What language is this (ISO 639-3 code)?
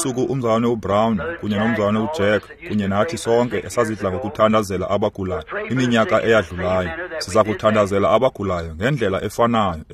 xho